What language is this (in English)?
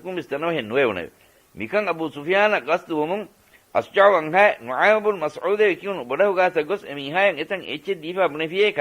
Divehi